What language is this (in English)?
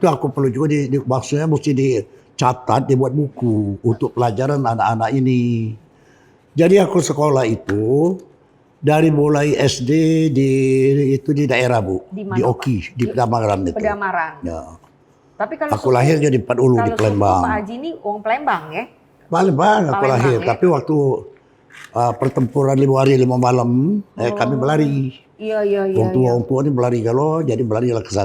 Musi